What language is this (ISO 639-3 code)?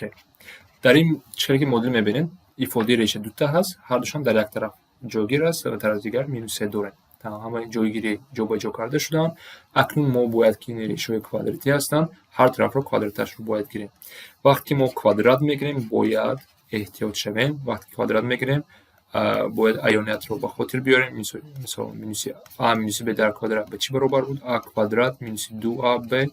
tgk